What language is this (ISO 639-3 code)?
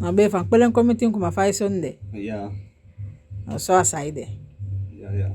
srm